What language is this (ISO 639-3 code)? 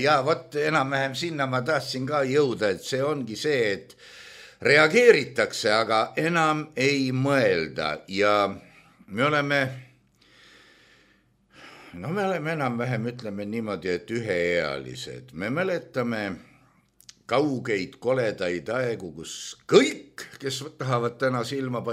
est